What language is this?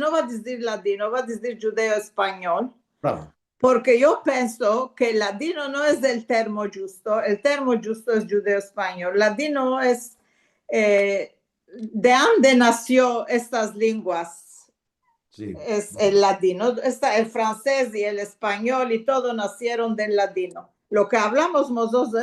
Ladino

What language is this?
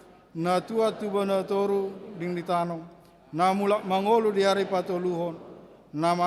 Batak Toba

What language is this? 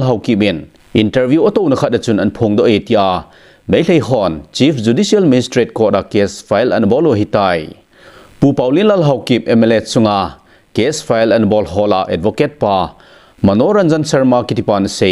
Thado Chin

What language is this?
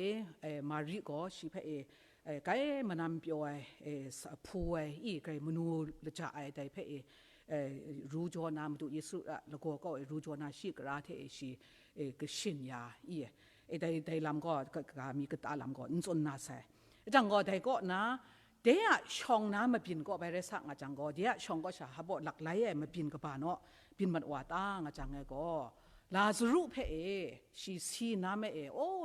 Kachin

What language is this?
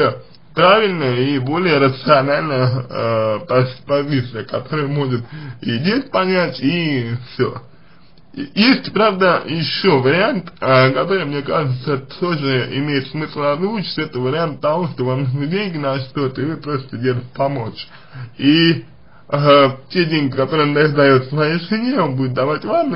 Russian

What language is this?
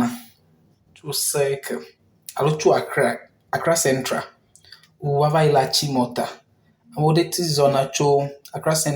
Ewe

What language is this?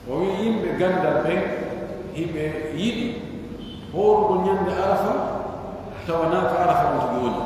Pular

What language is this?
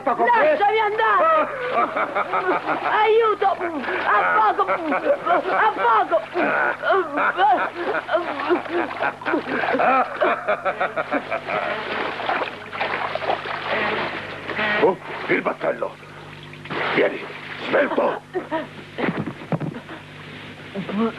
Italian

